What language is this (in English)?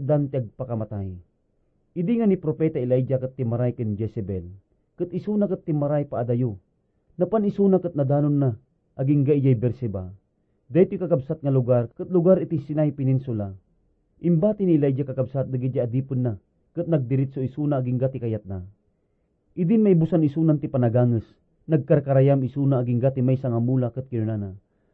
Iloko